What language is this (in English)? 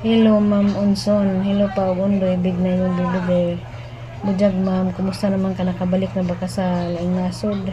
Cebuano